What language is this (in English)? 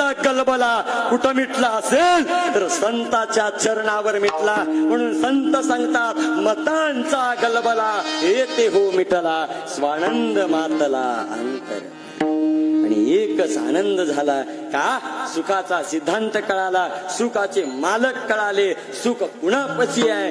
Marathi